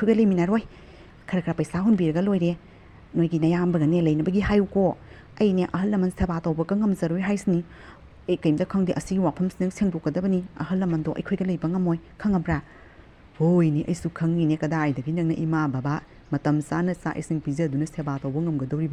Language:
Manipuri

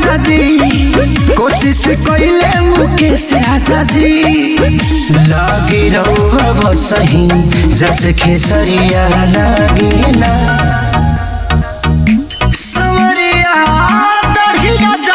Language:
Bhojpuri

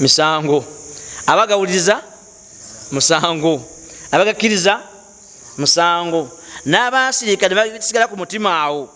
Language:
Ganda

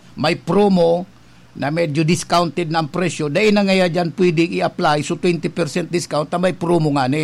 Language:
Bikol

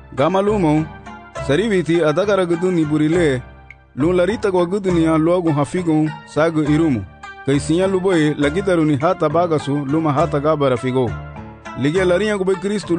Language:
Garifuna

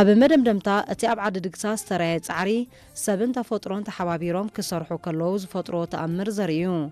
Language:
Tigrinya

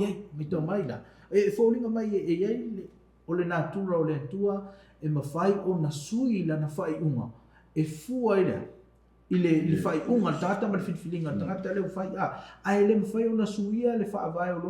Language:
Samoan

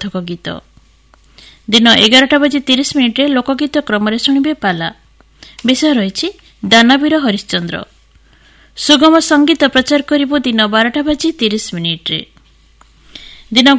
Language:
Odia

